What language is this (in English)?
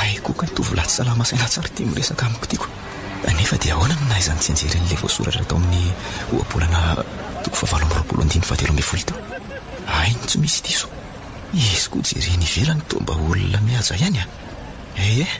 Malagasy